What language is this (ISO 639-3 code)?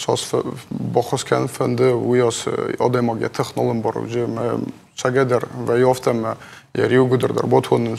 oss